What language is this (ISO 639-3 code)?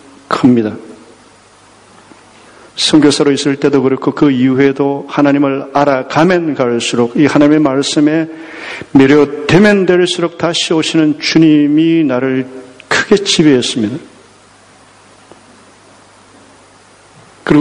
kor